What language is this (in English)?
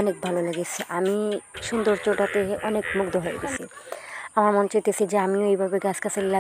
Bangla